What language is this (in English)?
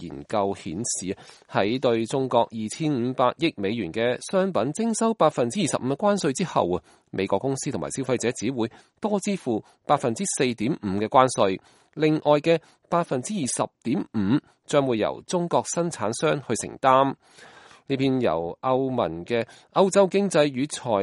Cantonese